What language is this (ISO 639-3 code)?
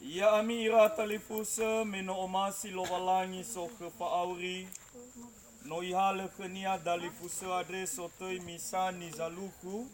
nia